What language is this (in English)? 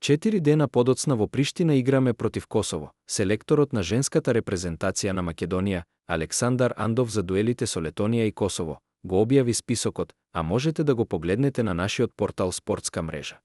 Macedonian